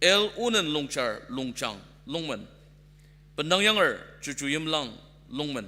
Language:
Ao Naga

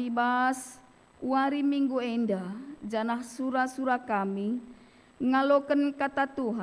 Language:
Batak Karo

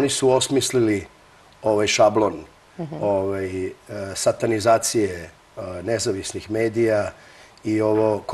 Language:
Serbian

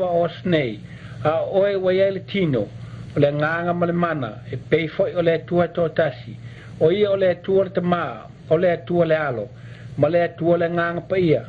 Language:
Samoan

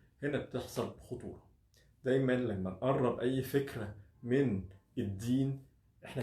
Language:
Egyptian Arabic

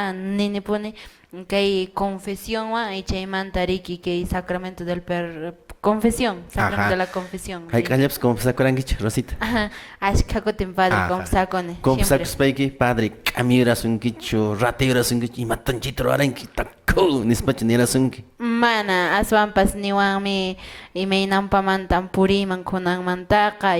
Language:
Quechua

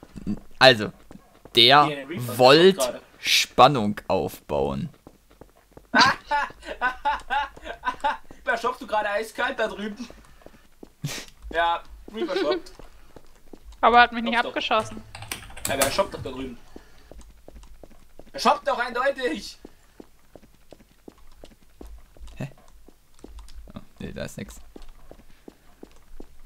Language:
German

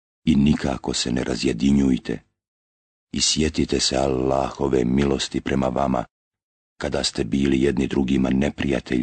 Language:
Bosnian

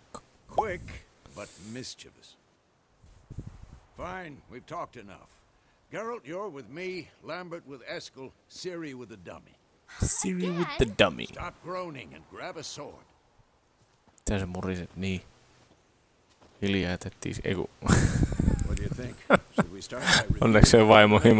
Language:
Finnish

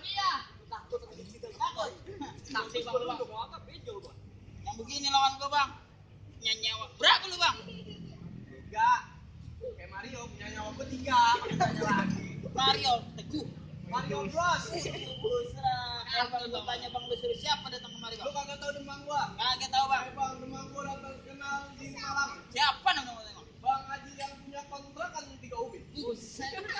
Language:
Betawi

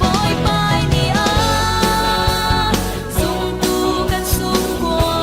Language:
Falam Chin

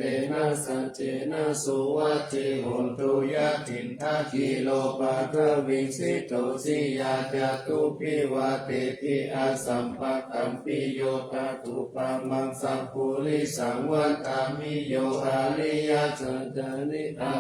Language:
Pali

